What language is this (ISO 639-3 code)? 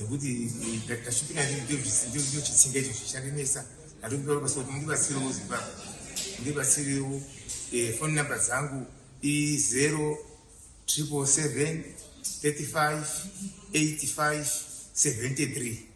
sna